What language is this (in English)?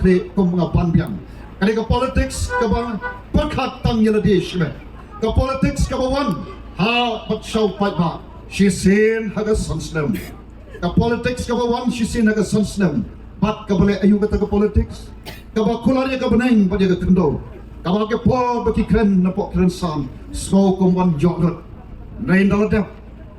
Khasi